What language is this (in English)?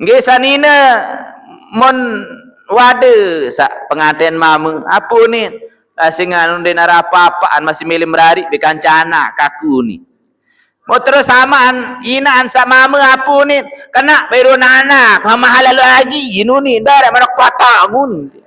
Sasak